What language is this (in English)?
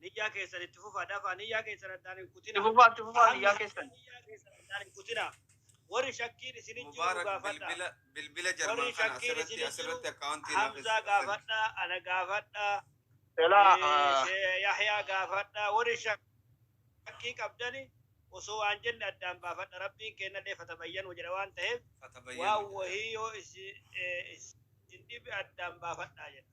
Oromo